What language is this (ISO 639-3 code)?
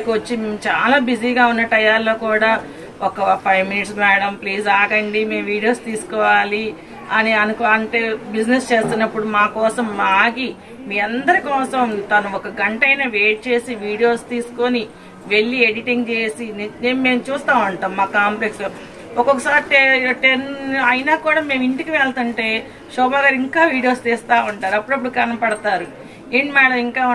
tel